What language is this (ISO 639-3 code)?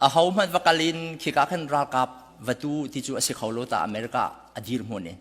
cnh